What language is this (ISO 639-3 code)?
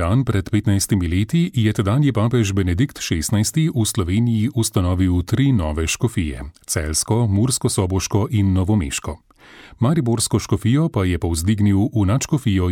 slv